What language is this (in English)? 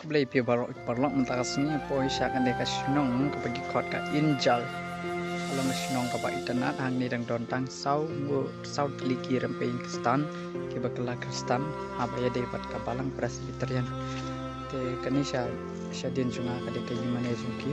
Khasi